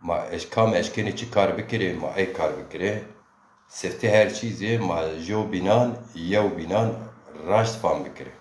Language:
Zaza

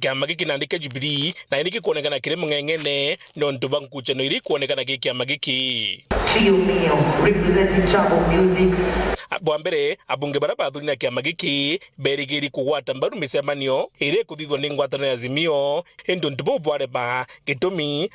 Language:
Meru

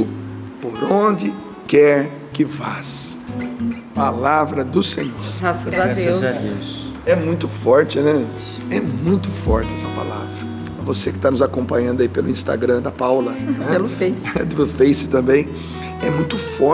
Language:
Portuguese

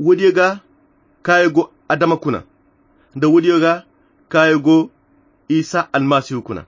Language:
Koyra Chiini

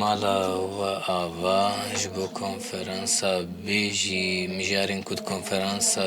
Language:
Kurdish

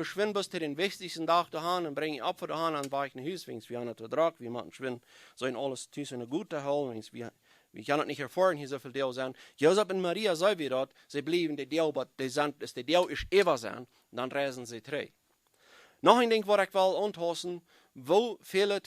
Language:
Plautdietsch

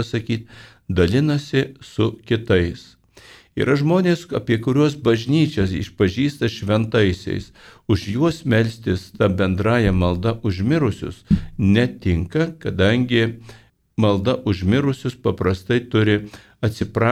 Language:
Lithuanian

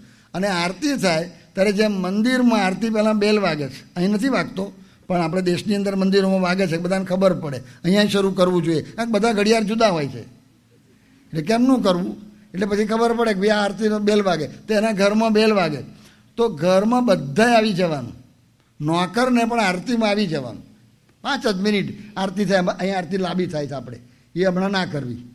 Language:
Gujarati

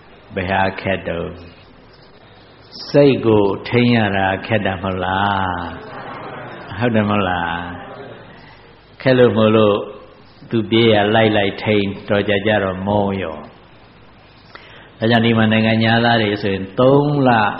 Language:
Burmese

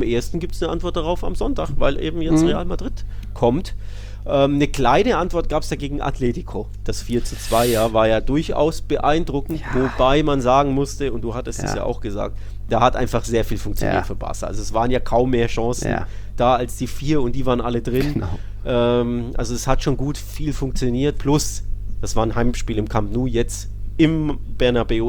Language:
German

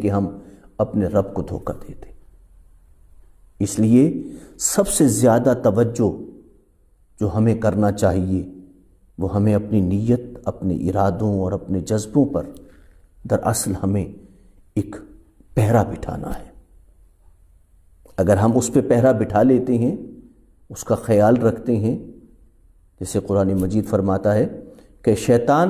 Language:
Urdu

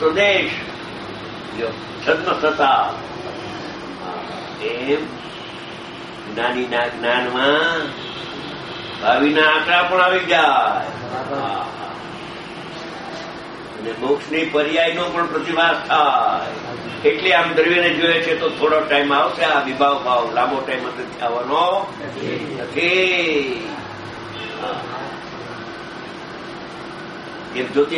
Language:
Gujarati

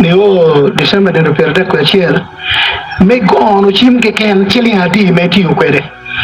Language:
Acoli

